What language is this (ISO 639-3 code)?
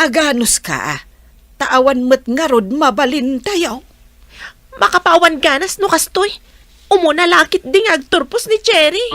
ilo